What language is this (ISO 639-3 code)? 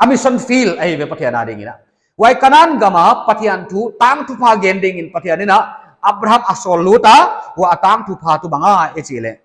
pck